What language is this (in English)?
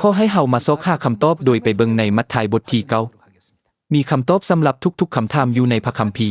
Lao